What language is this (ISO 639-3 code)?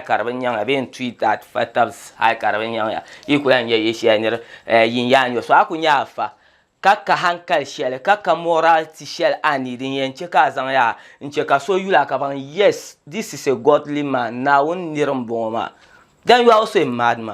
dag